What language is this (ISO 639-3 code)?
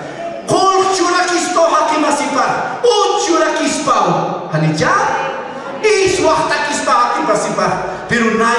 aym